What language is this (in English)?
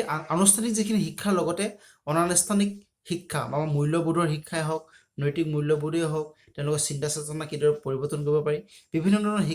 Assamese